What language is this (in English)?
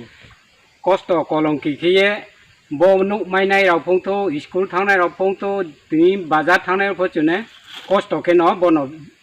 Riang (India)